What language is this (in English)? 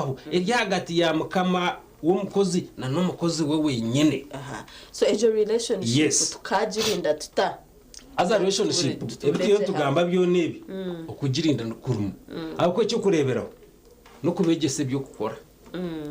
Nyankole